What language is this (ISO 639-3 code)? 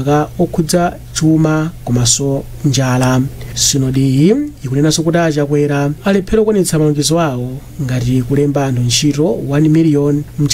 nya